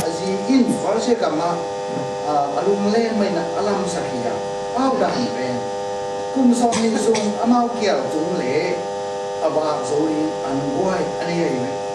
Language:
Tedim Chin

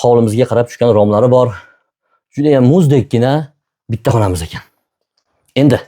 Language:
Uzbek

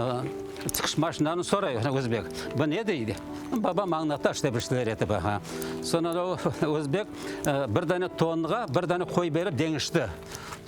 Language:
Crimean Tatar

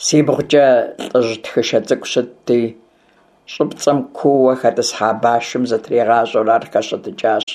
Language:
Kabardian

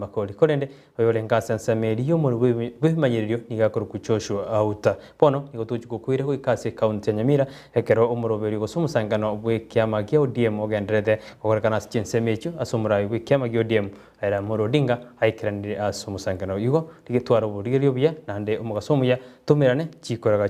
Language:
Gusii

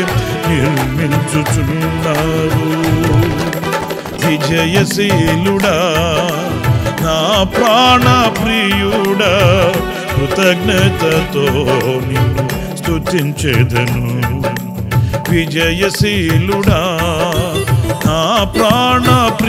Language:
Telugu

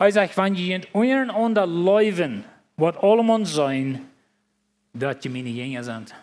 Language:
Plautdietsch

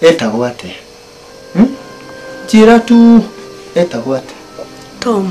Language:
Kikuyu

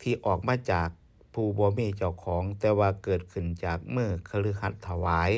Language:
Northeastern Thai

